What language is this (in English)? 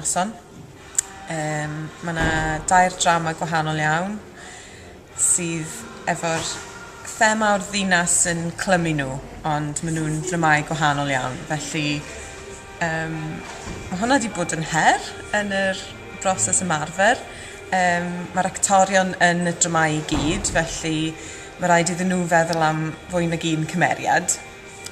Welsh